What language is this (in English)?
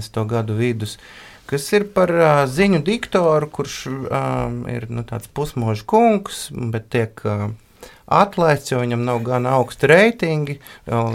Latvian